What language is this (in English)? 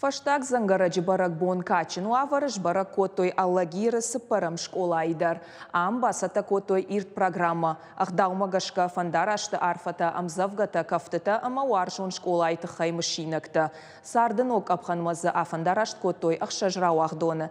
Ossetic